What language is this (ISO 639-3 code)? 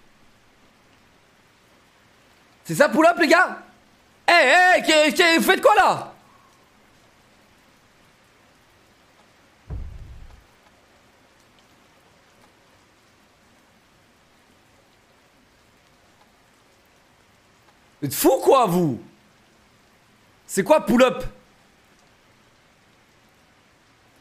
fra